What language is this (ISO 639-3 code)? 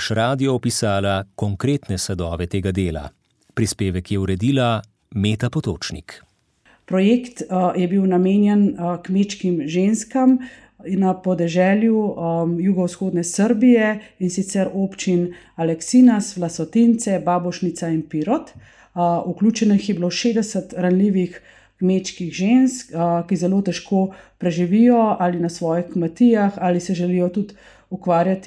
slv